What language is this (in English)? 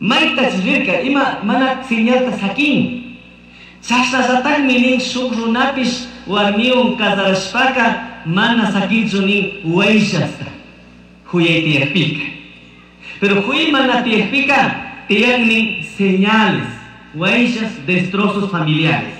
Chimborazo Highland Quichua